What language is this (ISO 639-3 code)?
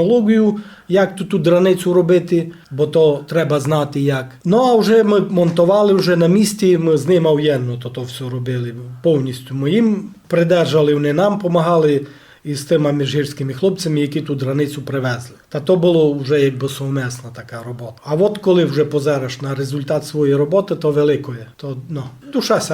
rue